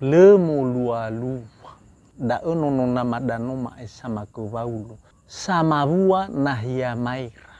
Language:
Nias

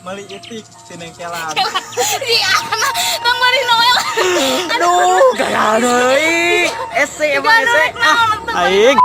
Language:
Sundanese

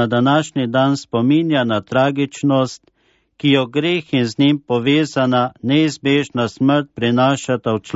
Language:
Slovenian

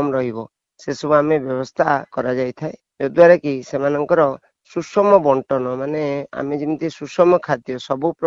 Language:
Odia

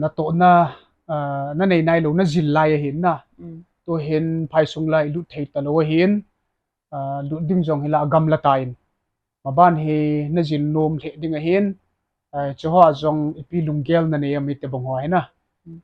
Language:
Thado Chin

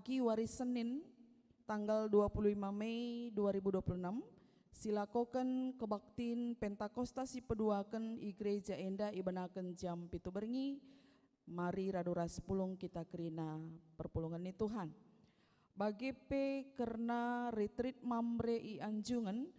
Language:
Batak Karo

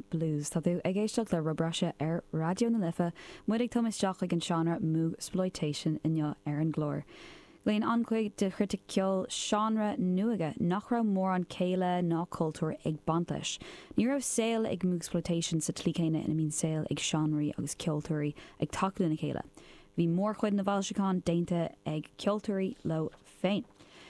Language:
Irish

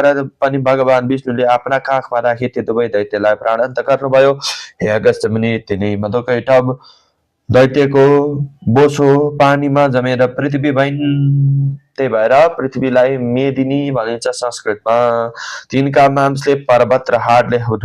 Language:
Nepali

